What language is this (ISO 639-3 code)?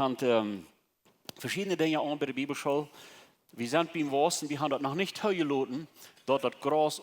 pdt